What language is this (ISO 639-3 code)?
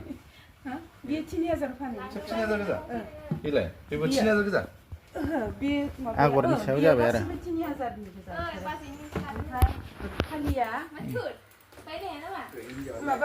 brx